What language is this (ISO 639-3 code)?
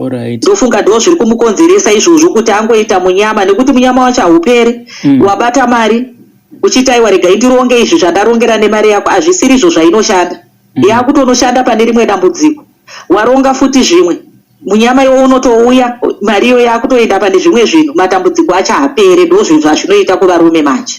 sna